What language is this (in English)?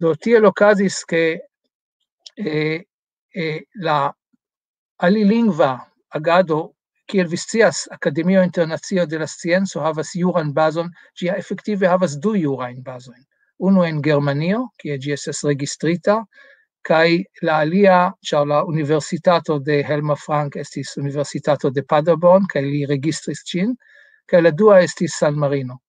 Esperanto